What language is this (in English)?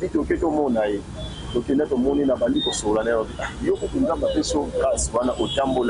Lingala